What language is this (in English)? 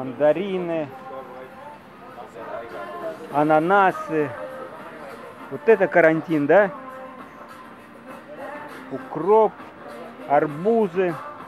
Russian